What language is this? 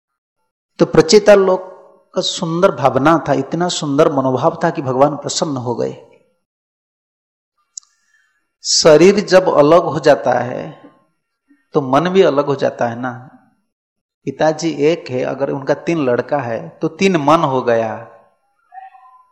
Hindi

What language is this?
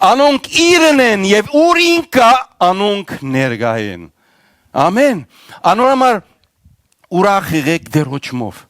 Western Armenian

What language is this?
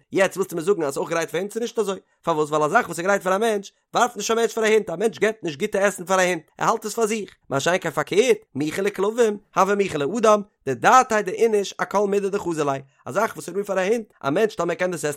Yiddish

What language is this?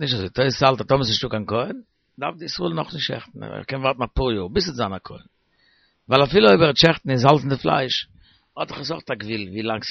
Yiddish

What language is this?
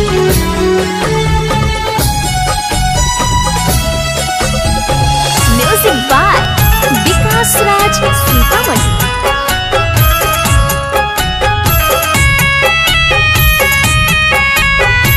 Bhojpuri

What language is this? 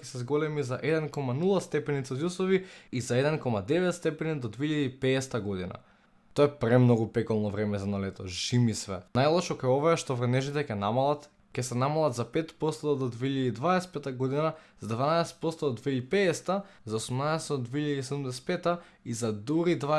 Macedonian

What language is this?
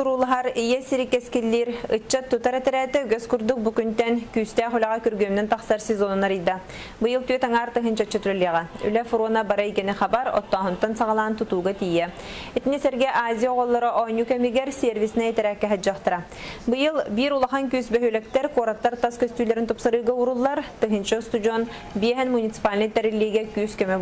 Yakut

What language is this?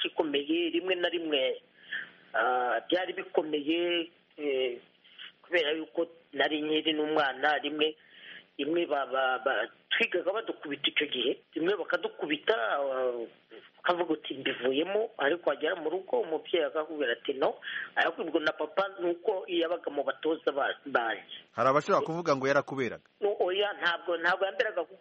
Kinyarwanda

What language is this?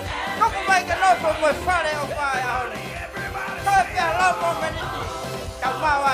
Tongan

